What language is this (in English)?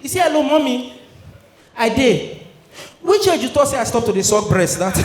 Nigerian Pidgin